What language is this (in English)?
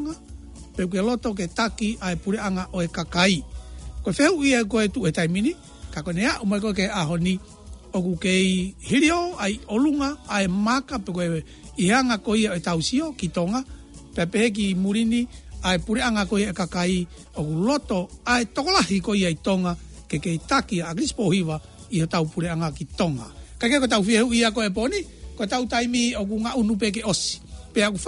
Tongan